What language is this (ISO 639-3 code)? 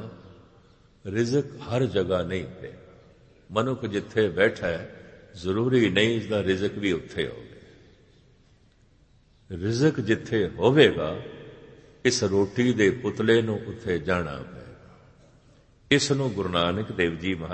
pan